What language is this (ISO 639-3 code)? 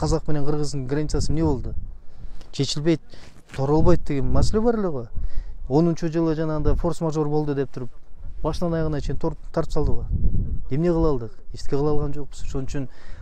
kir